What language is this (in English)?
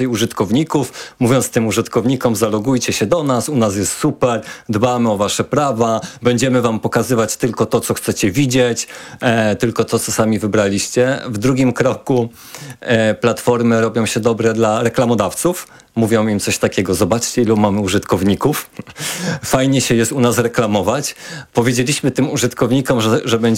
Polish